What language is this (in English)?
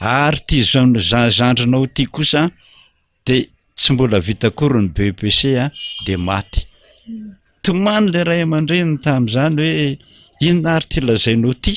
Malagasy